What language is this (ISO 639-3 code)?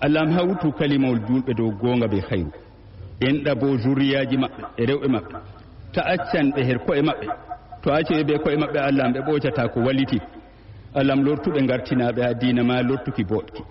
ful